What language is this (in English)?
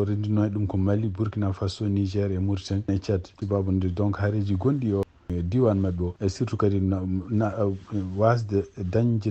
Fula